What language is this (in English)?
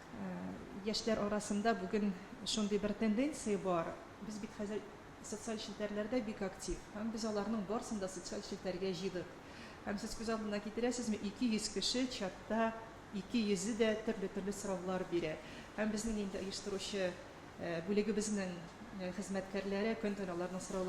Tatar